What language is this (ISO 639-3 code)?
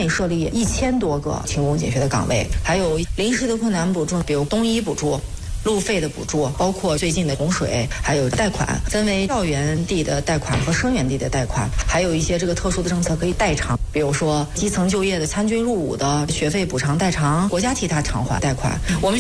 zho